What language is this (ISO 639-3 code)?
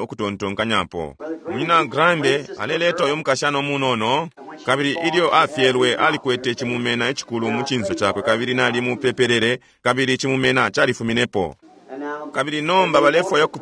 bem